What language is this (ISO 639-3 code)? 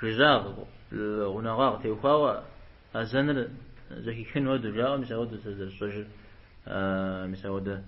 kbd